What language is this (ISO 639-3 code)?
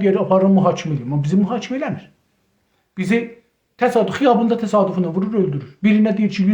azb